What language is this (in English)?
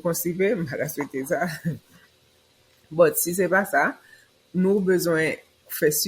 Haitian Creole